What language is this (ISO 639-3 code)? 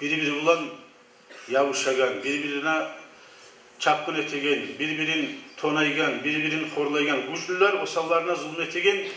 kum